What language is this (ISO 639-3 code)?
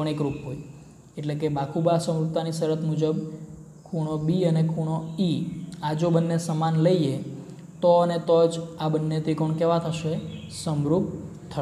guj